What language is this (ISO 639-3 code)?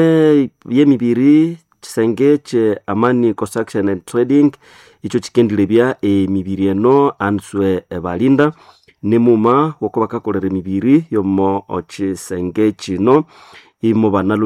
nnb